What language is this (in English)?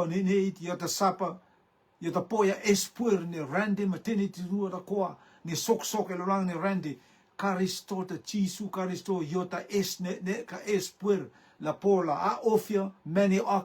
Rotuman